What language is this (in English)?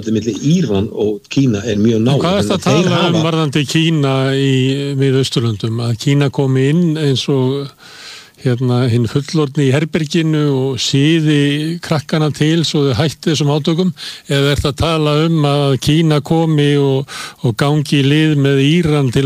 Icelandic